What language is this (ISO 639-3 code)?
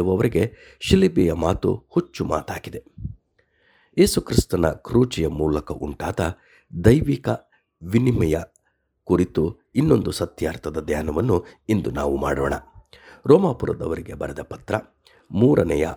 kan